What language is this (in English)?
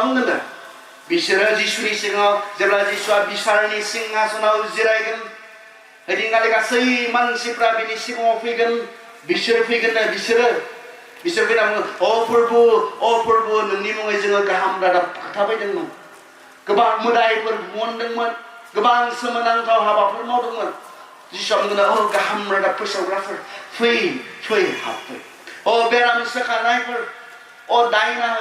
Bodo